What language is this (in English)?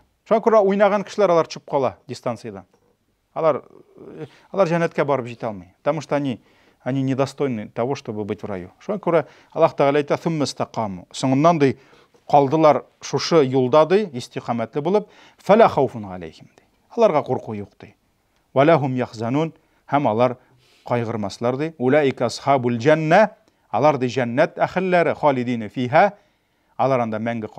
Tatar